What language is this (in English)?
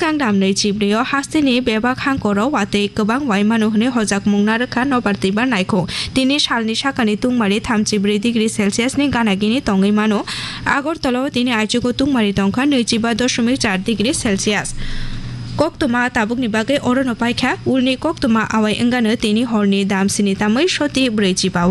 Kok Borok